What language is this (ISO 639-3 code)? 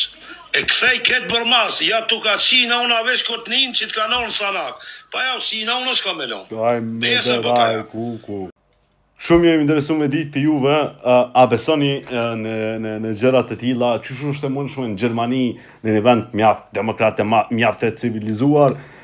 sqi